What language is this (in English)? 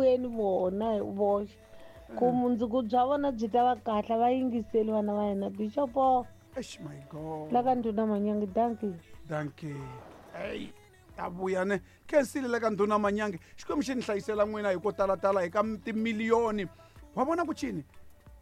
Tsonga